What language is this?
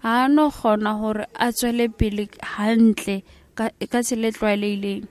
Southern Sotho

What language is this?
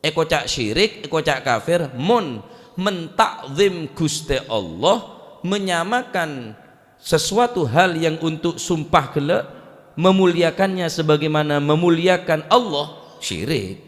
Madurese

